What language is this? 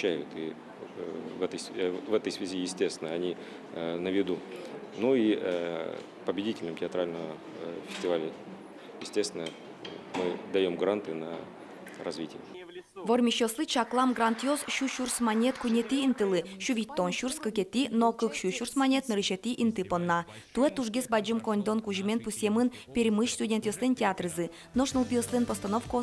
Udmurt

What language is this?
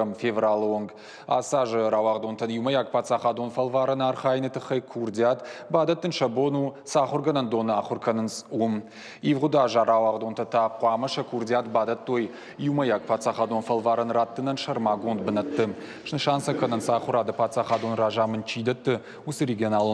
Ossetic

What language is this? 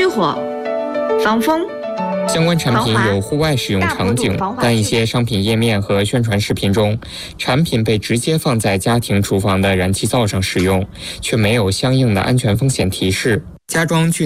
Chinese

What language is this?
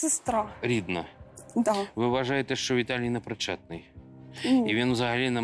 Ukrainian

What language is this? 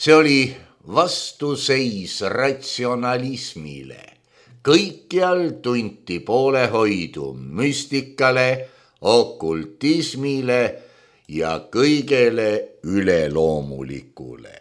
Estonian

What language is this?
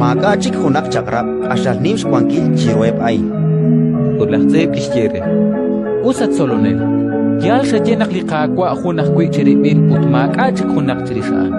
Kekchí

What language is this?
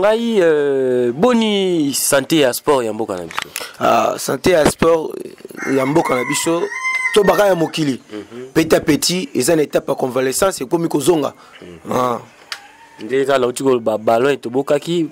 Lingala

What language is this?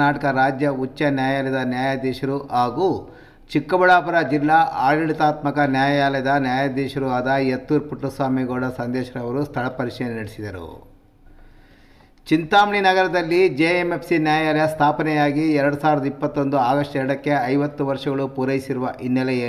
Kannada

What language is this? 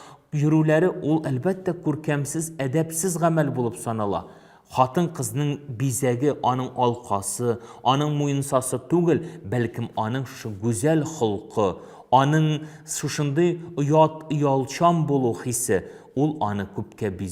Tatar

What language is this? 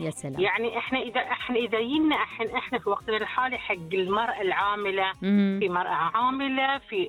Gulf Arabic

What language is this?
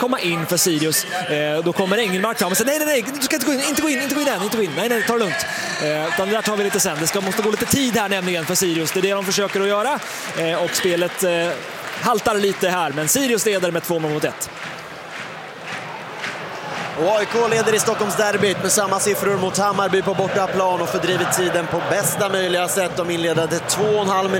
Swedish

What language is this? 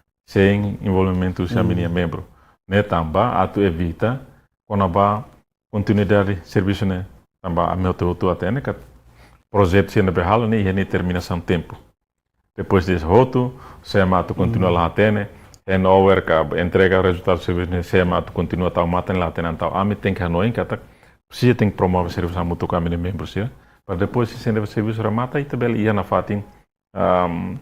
Tetum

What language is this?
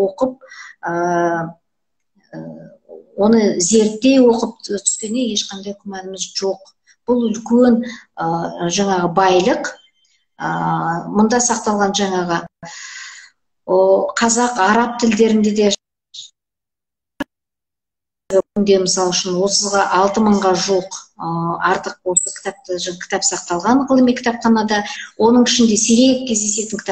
Kazakh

